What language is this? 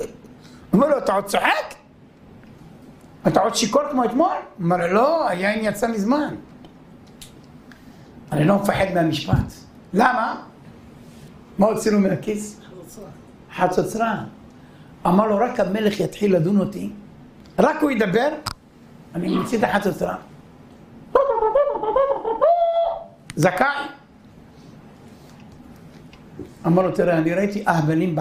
Hebrew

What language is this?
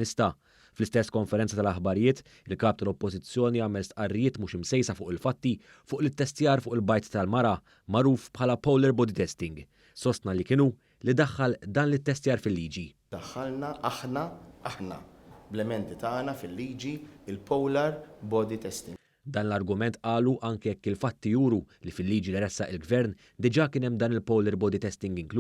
Maltese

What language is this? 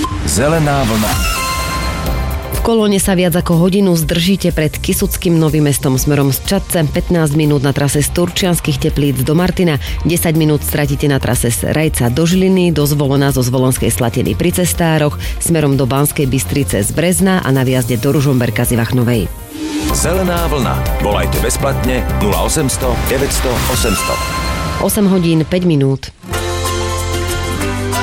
Slovak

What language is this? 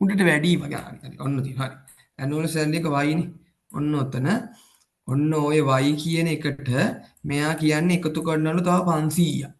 Sinhala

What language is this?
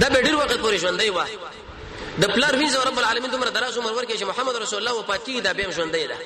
Pashto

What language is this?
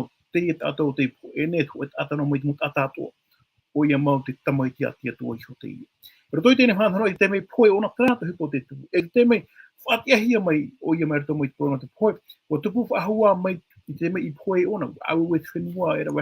Tahitian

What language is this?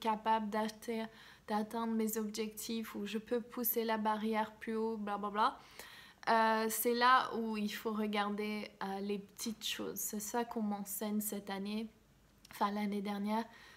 French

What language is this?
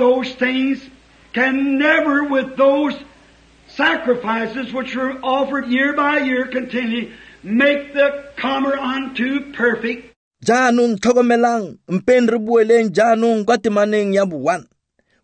Tswana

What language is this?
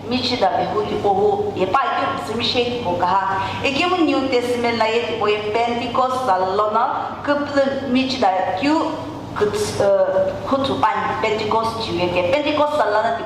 Sumi Naga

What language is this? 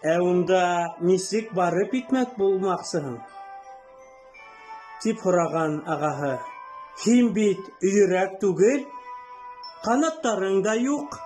Bashkir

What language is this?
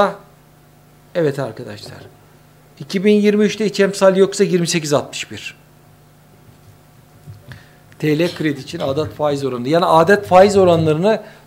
Turkish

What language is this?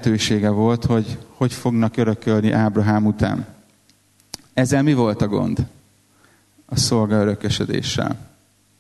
Hungarian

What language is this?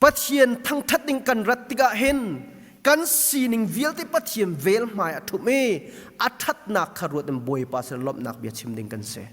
Hakha Chin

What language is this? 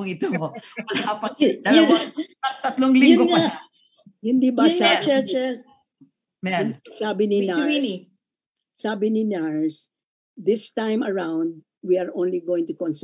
Filipino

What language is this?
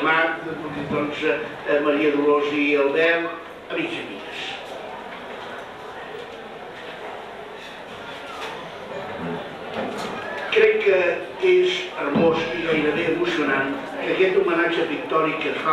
Catalan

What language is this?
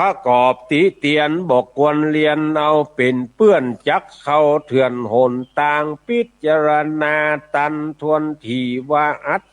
Northern Thai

